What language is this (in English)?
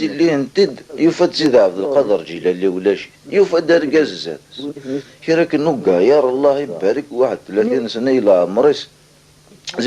Kabyle